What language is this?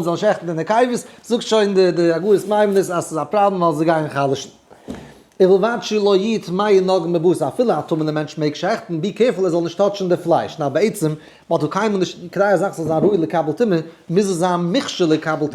Yiddish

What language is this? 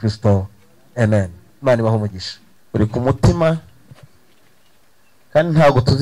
Kinyarwanda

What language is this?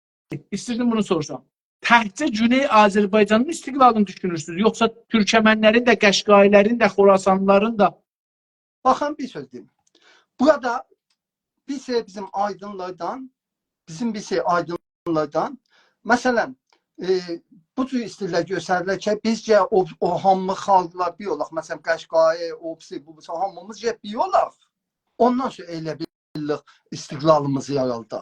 South Azerbaijani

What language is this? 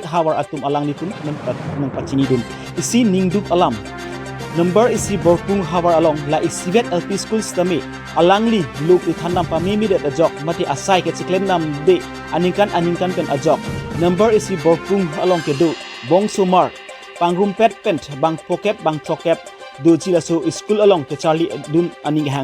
Karbi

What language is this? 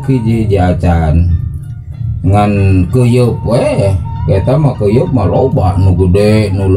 Sundanese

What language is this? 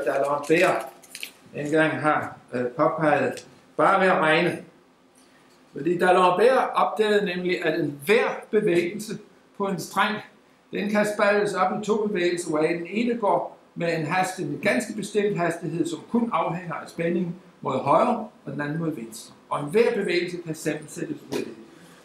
Danish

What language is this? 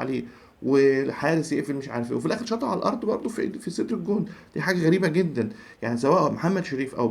Egyptian Arabic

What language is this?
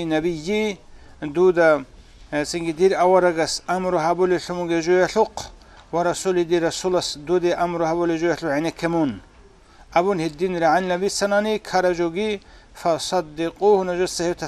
Avaric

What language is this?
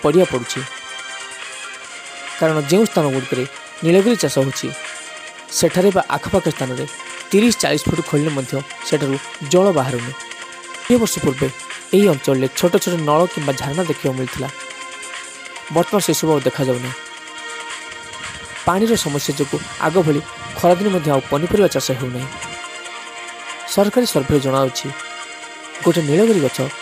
Odia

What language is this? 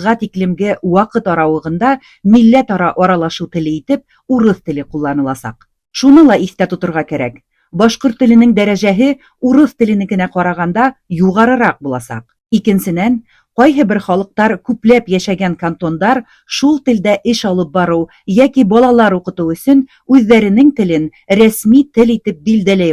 Bashkir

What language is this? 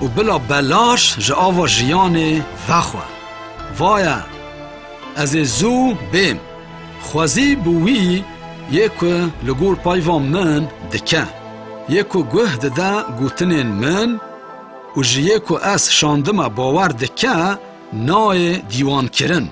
Kurdish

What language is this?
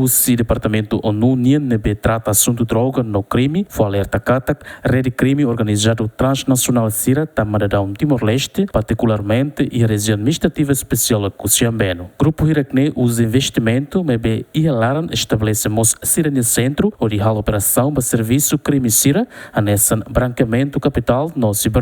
Tetum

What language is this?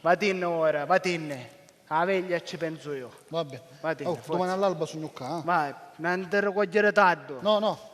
Sicilian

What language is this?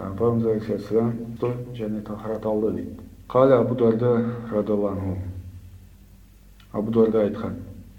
Kazakh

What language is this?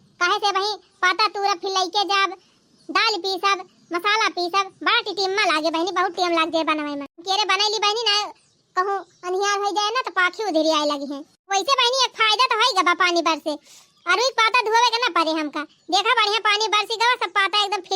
Awadhi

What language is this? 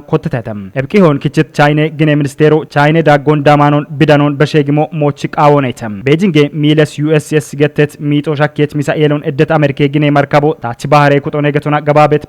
Kafa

